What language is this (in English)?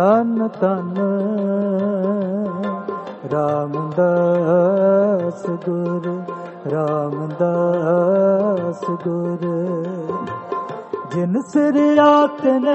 Punjabi